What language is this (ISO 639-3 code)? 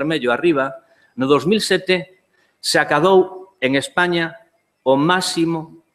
glg